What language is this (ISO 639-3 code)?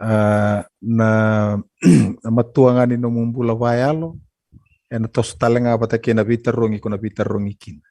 fij